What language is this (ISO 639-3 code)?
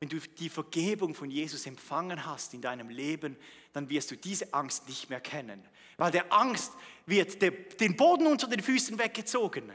gsw